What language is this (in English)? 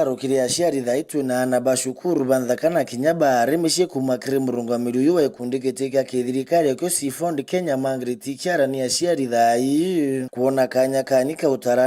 Meru